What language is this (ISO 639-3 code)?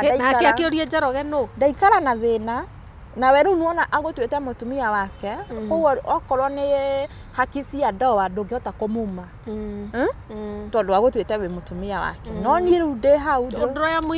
kik